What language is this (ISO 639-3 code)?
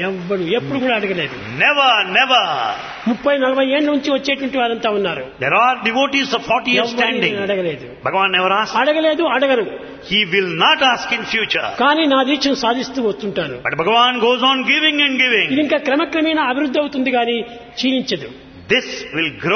tel